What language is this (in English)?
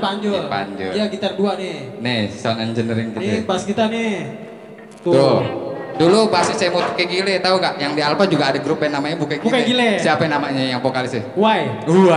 Betawi